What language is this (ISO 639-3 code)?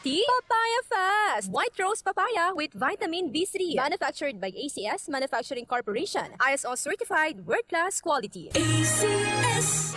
bik